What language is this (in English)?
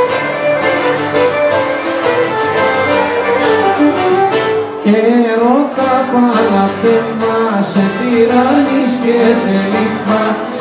Greek